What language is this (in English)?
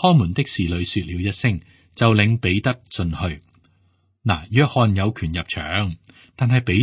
Cantonese